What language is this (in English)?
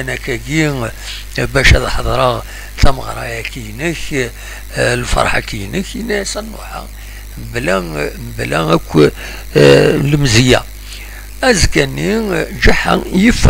Kabyle